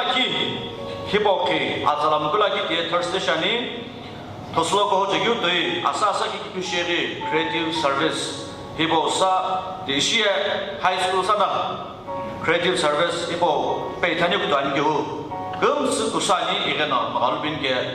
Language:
Sumi Naga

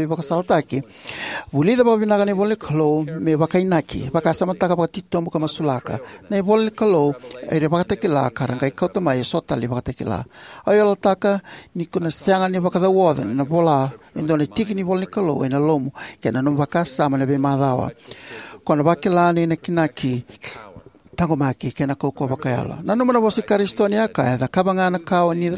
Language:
Fijian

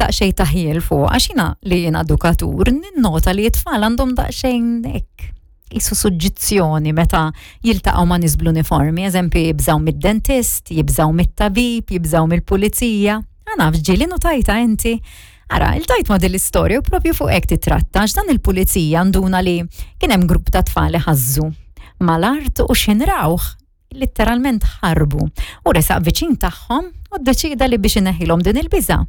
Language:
Maltese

